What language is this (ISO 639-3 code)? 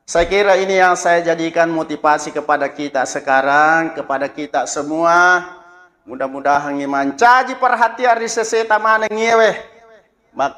bug